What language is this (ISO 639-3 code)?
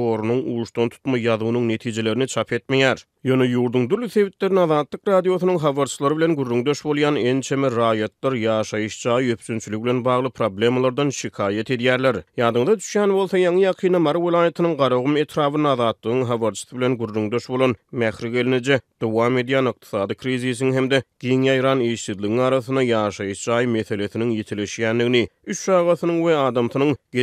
tuk